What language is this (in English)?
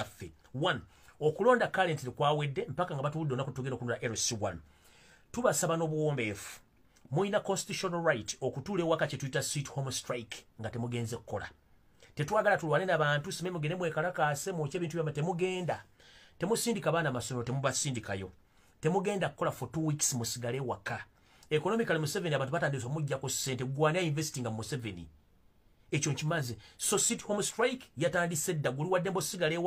Ganda